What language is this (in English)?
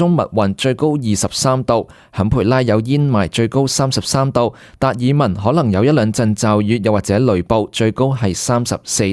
Cantonese